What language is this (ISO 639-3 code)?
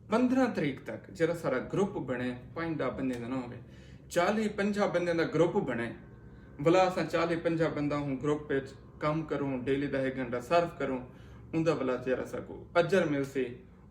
skr